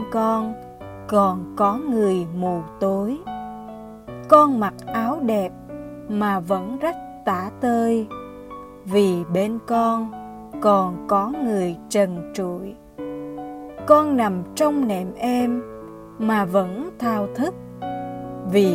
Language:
Vietnamese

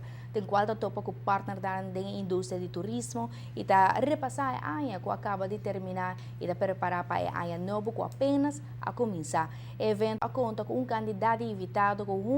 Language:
Papiamento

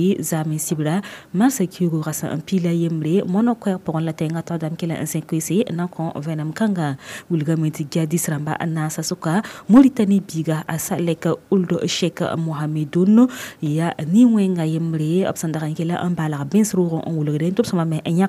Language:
Mossi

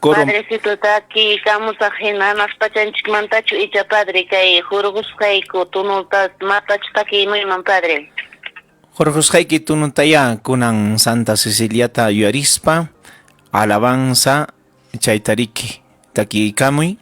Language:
Ayacucho Quechua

